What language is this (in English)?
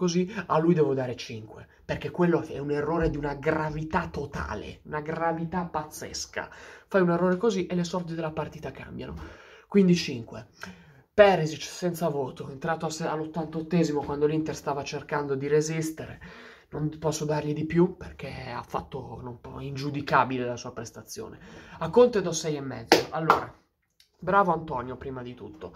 Italian